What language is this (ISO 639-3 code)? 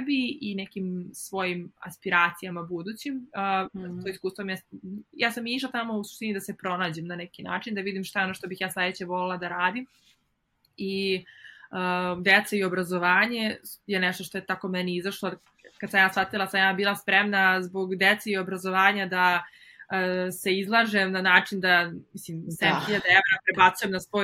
srp